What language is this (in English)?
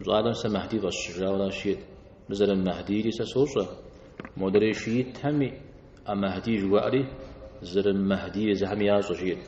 Kabardian